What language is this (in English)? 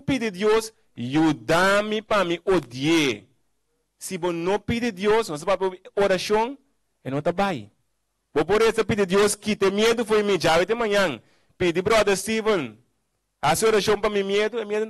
Papiamento